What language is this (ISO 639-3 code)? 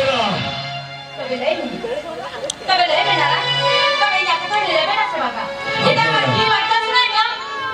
sat